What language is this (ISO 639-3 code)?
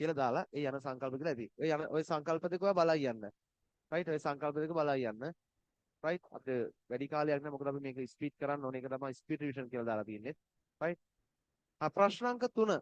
sin